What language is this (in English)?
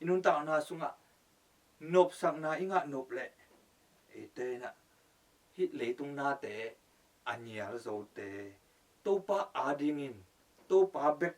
Tedim Chin